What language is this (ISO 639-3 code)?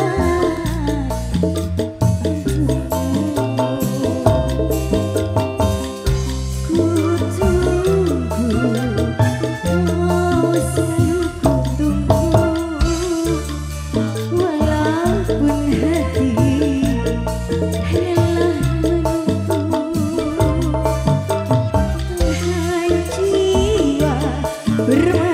ind